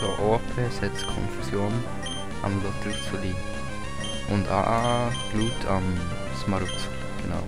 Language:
Swiss German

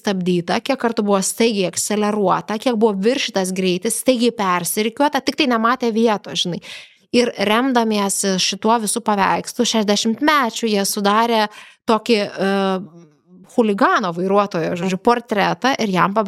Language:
Lithuanian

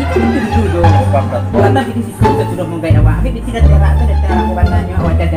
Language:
Minangkabau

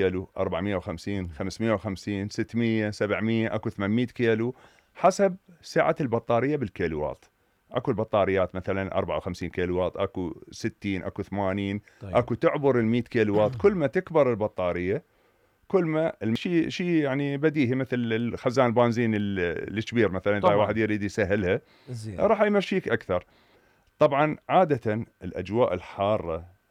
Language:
Mesopotamian Arabic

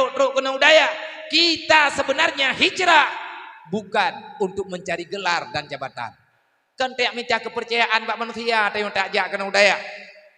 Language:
Achinese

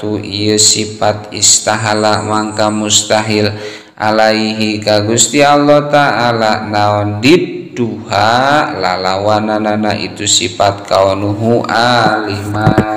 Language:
Sundanese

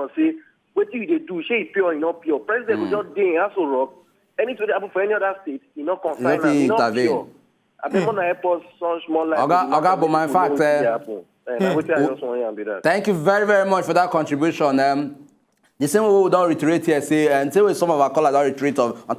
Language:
Nigerian Pidgin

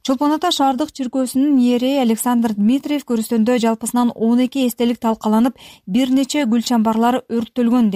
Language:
Kyrgyz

